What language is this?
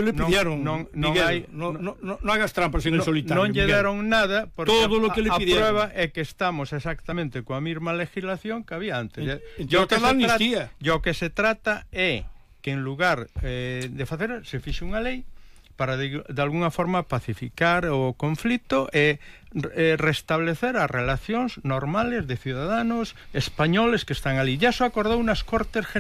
Galician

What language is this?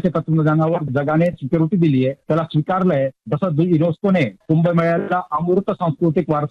Marathi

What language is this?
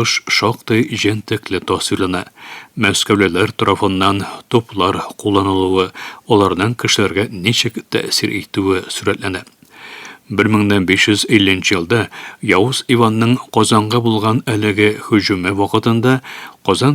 Tatar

